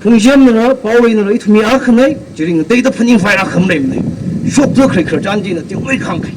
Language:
Tangkhul Naga (India)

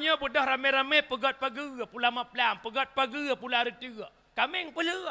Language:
Achinese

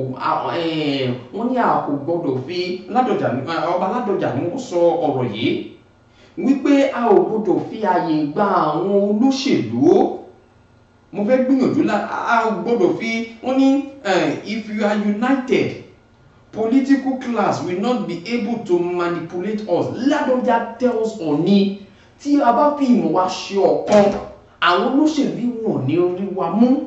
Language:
Yoruba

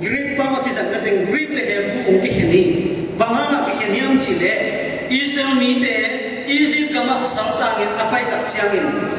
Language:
Tedim Chin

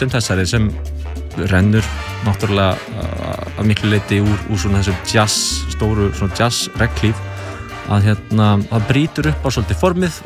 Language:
Icelandic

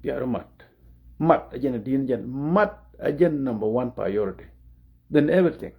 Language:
Nuer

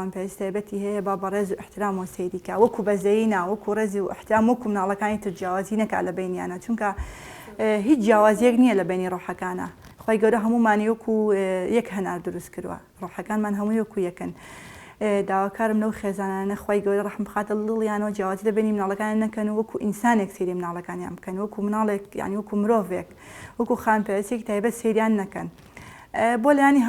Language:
Central Kurdish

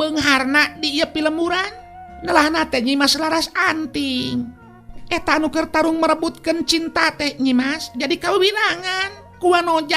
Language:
Sundanese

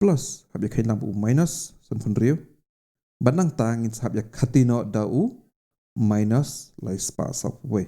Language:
Khasi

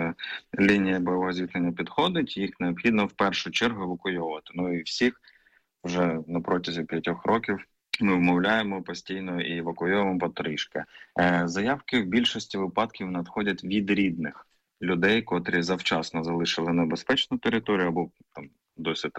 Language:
Ukrainian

